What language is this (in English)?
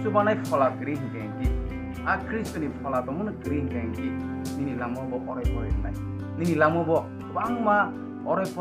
Kok Borok